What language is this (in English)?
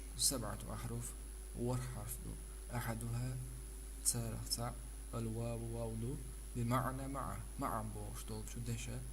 Chechen